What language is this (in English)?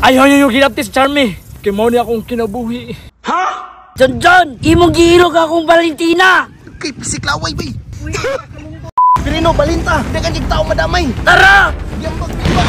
Cebuano